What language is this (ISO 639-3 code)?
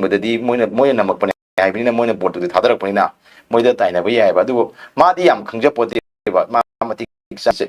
mni